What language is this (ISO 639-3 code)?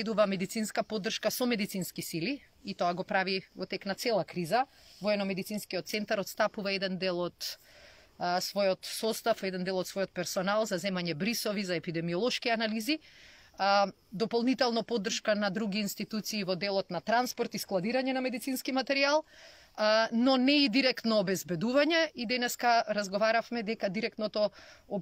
mkd